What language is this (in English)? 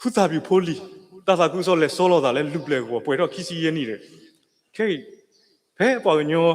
S'gaw Karen